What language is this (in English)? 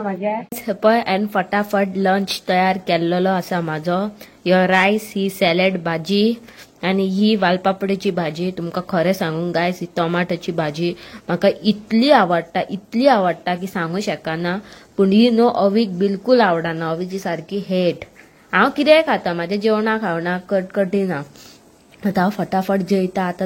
Konkani